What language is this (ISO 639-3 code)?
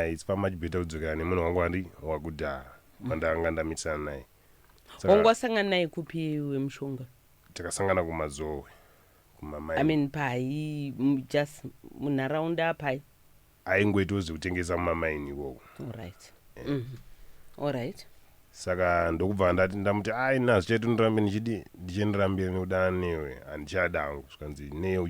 sna